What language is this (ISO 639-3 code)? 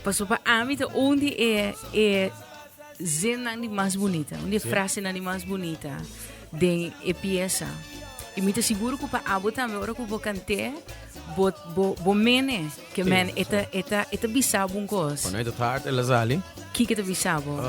pap